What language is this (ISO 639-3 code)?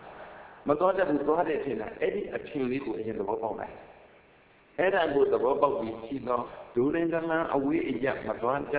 mya